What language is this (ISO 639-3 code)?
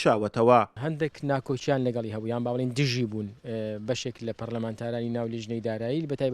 ckb